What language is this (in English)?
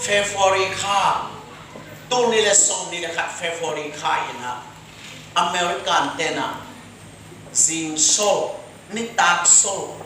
Tedim Chin